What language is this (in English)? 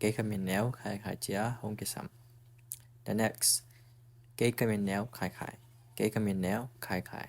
Tedim Chin